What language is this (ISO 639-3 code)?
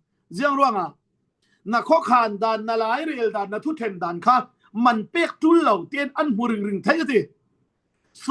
cfm